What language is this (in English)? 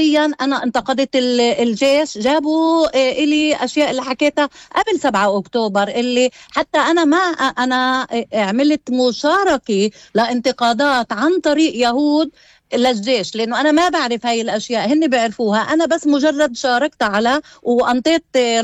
North Levantine Arabic